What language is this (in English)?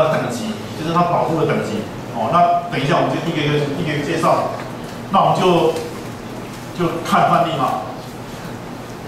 Chinese